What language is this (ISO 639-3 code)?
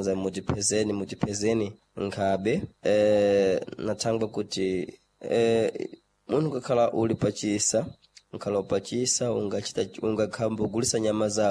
seh